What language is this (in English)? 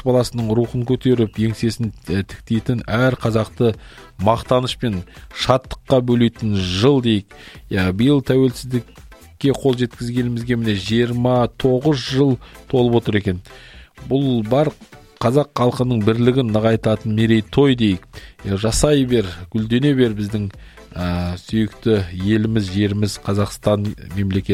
Kazakh